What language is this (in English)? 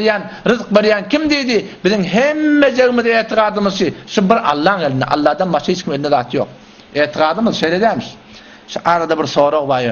Turkmen